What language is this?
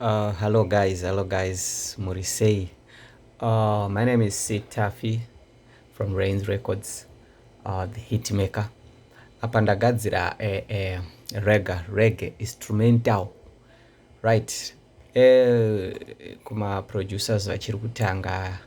Shona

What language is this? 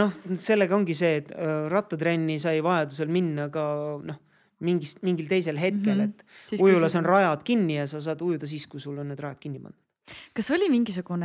Estonian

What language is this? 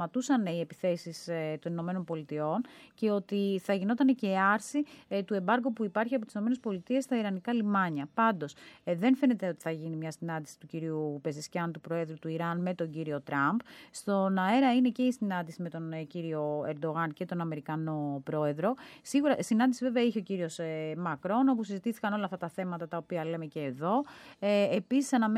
Greek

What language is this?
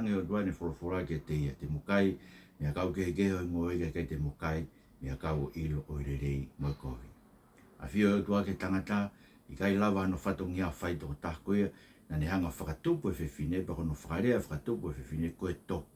Tongan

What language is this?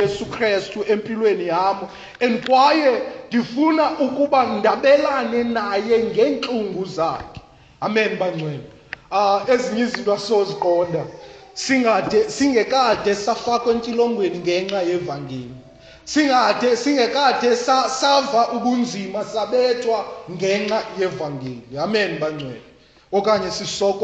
Xhosa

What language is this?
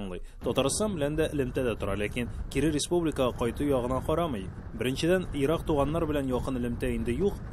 Tatar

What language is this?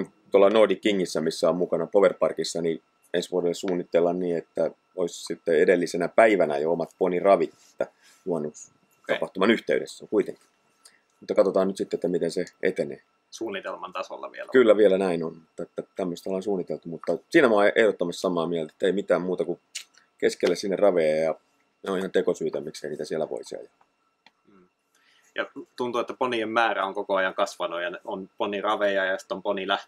Finnish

